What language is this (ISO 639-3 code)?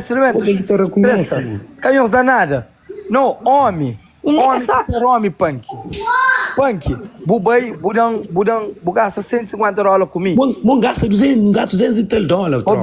kea